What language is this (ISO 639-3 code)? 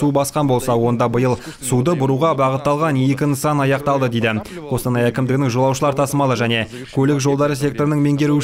kaz